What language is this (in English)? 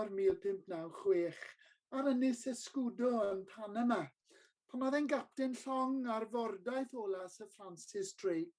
Welsh